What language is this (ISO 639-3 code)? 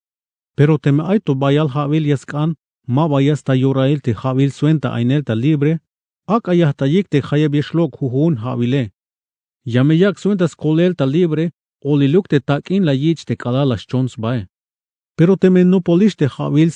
tzh